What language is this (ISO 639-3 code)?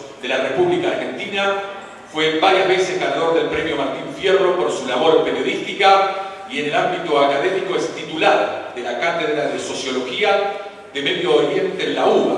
spa